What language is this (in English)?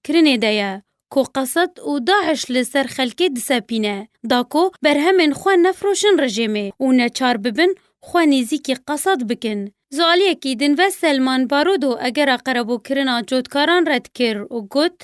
Kurdish